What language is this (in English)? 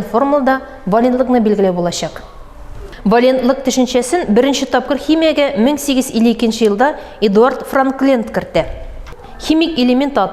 Tatar